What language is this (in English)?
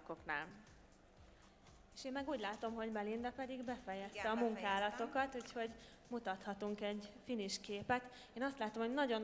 Hungarian